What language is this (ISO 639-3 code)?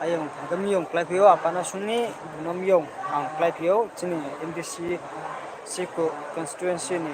ria